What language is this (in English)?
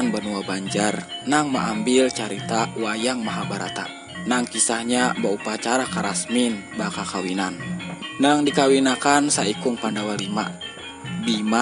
Banjar